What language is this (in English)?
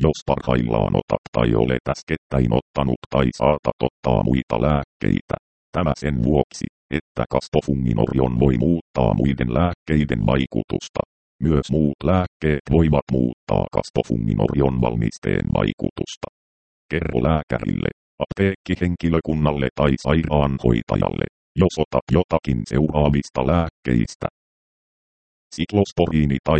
Finnish